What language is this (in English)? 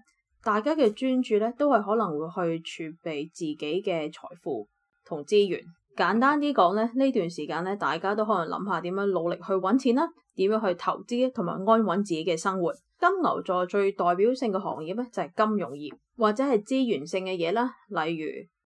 Cantonese